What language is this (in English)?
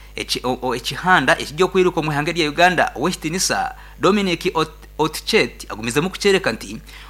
Nyankole